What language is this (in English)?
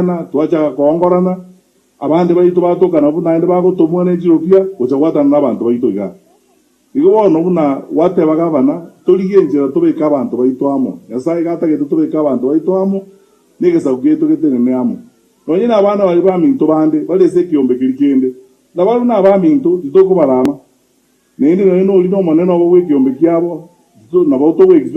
Gusii